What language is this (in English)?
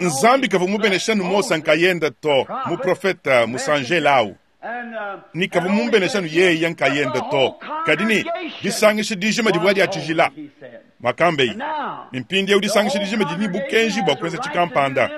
Luba-Lulua